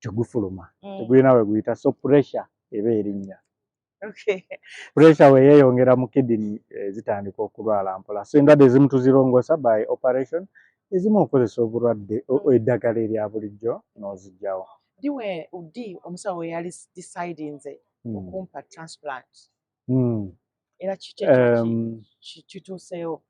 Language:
Ganda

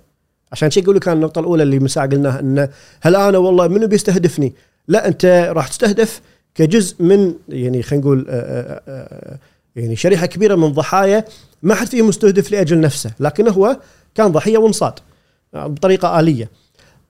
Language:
Gulf Arabic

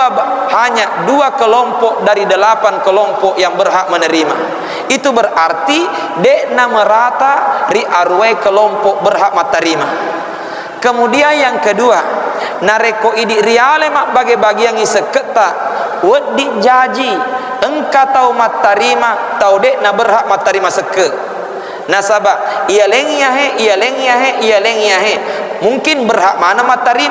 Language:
Buginese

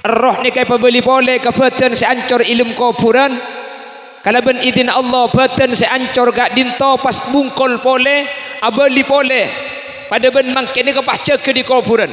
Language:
Madurese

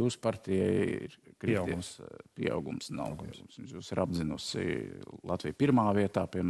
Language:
Latvian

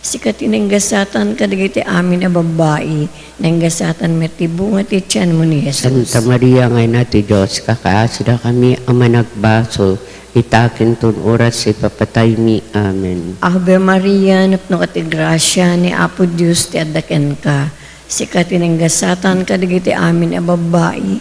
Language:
Iloko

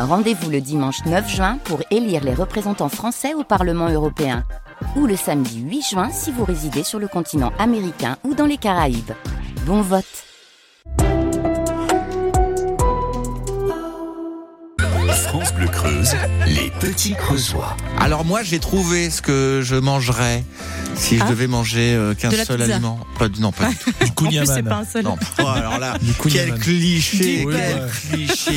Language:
French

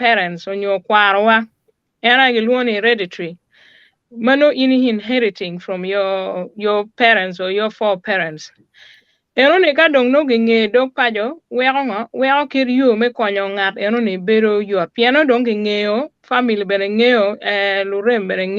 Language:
Acoli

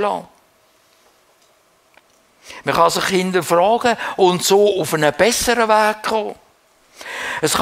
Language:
German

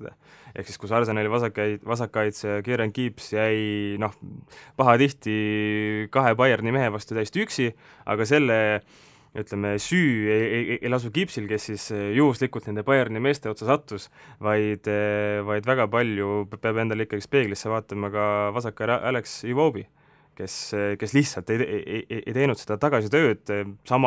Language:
Estonian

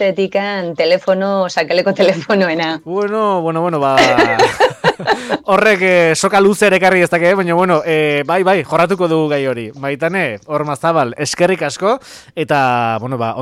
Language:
Basque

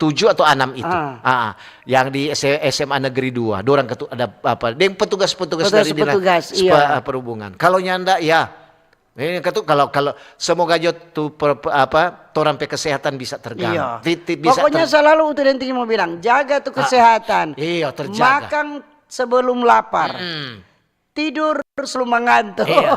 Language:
Manado Malay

